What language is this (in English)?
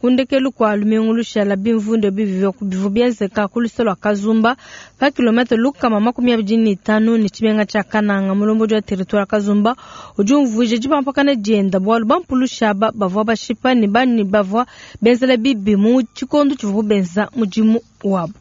Luba-Lulua